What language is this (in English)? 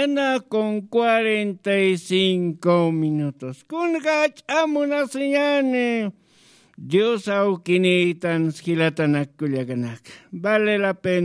Aymara